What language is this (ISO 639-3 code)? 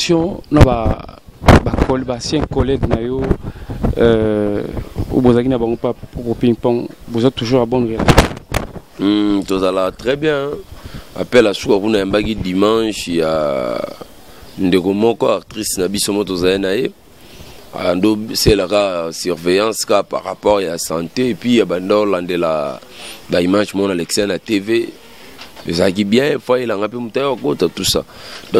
lin